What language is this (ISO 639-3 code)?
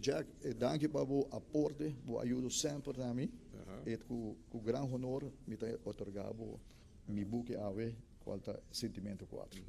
pap